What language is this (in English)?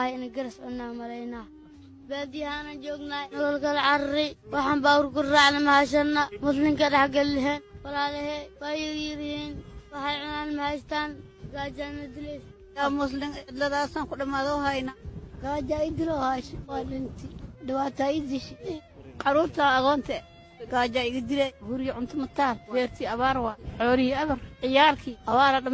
Somali